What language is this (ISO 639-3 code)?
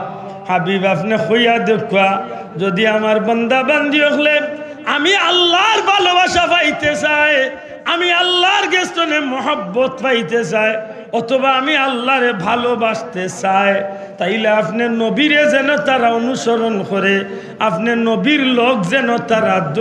syl